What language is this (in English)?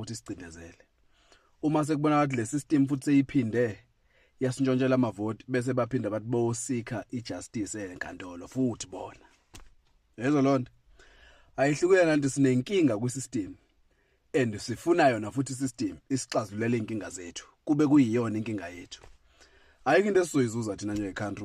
Zulu